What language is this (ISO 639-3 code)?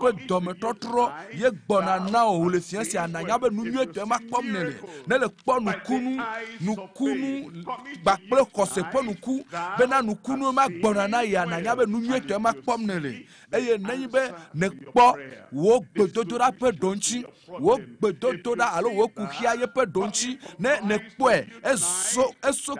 ewe